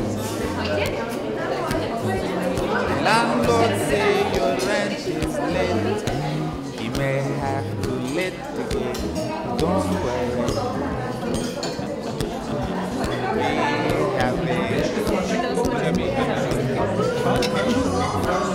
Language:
Slovak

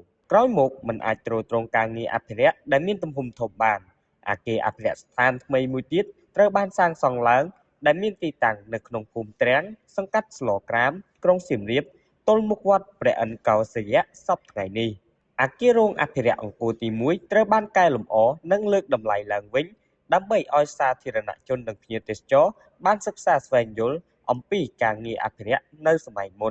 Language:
Khmer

